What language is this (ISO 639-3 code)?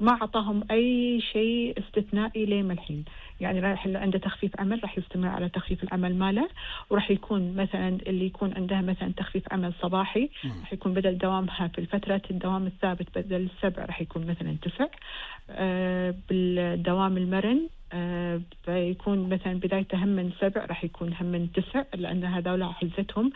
afb